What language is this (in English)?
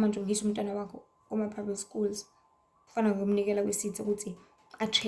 Zulu